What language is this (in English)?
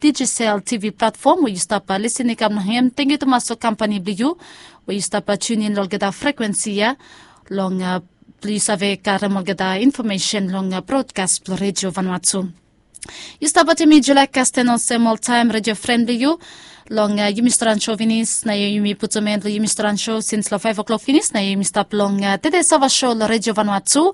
Bislama